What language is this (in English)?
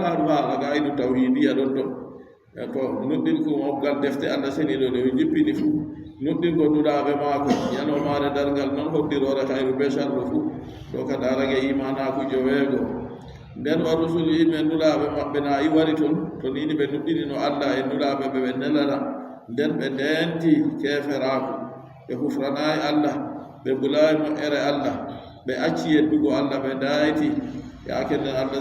Adamawa Fulfulde